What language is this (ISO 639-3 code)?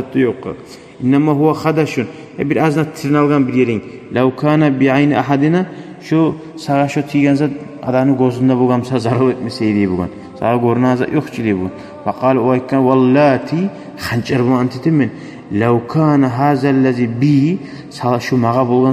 kum